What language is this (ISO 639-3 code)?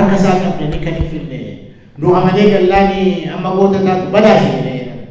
orm